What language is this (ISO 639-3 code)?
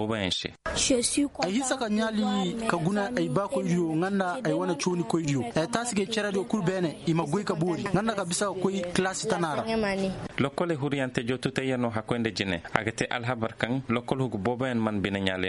ses